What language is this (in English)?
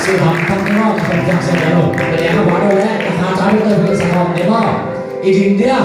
Tedim Chin